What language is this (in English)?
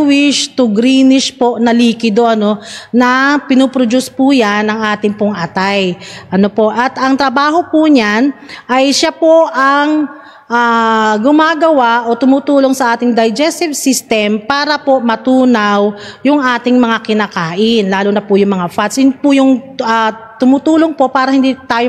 Filipino